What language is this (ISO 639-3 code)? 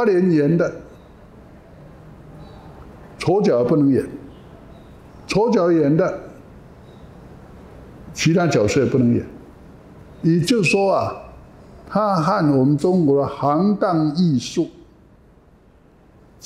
zho